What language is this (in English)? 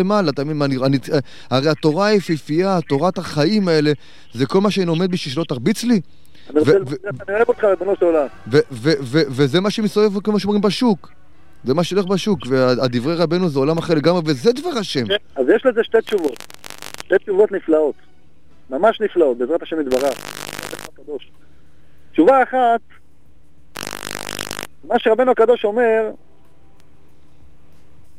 Hebrew